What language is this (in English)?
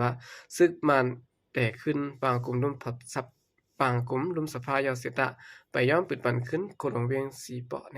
Shan